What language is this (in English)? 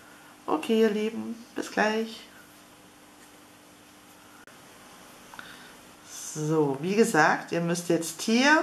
German